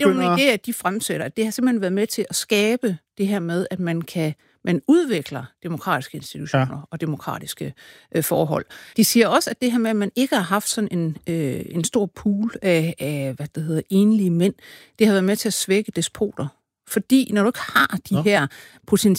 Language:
Danish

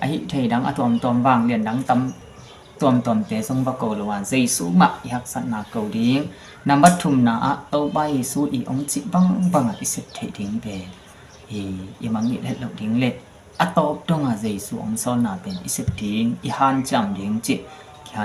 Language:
Tedim Chin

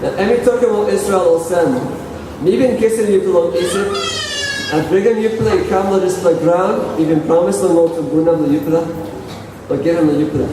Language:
Tok Pisin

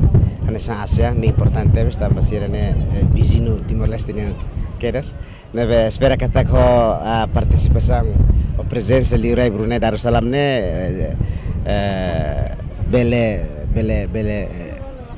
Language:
Tetum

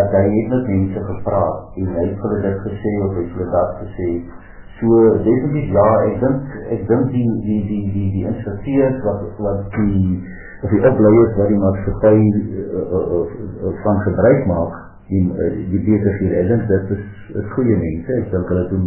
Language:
Afrikaans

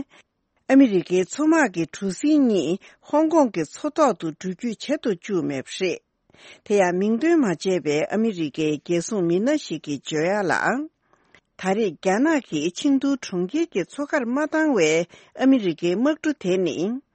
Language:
Tibetan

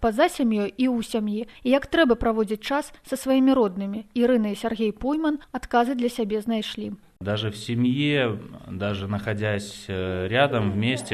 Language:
Belarusian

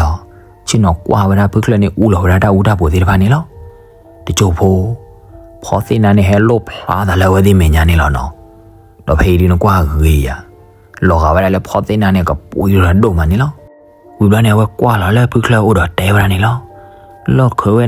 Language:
S'gaw Karen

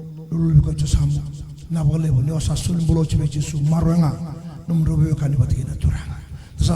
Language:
Fijian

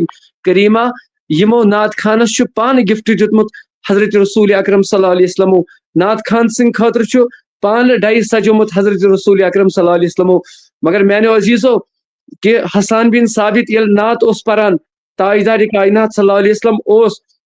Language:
Kashmiri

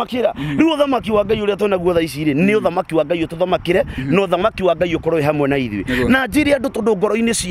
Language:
Kikuyu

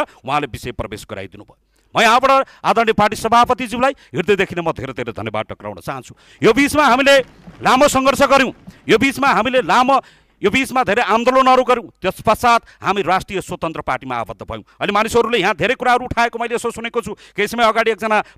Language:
Nepali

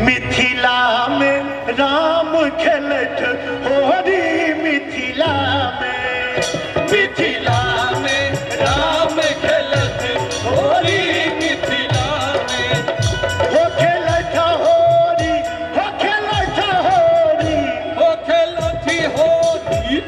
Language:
Maithili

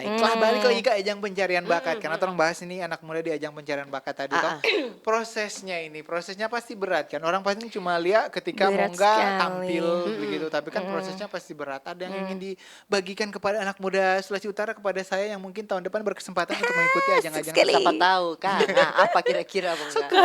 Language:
Manado Malay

